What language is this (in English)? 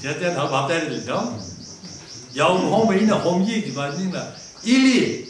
Tangkhul Naga (India)